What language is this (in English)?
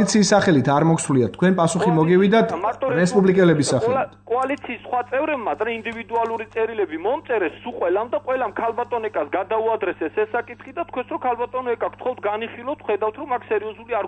Georgian